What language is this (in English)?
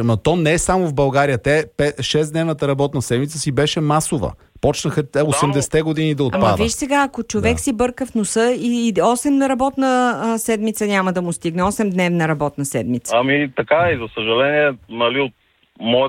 Bulgarian